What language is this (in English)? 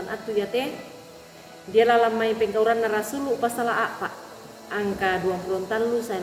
Toraja-Sa'dan